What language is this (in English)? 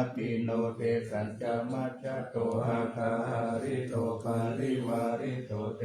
Pali